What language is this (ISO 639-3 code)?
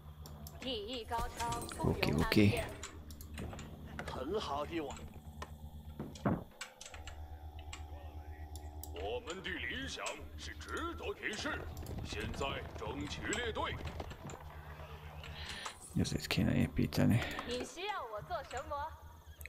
hun